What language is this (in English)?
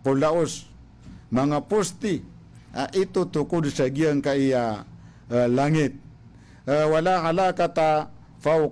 Maranao